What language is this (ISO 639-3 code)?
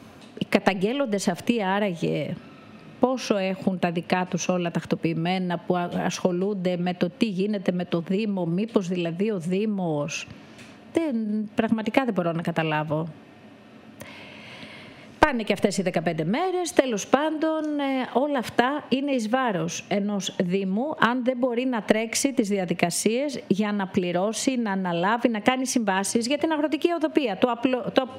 ell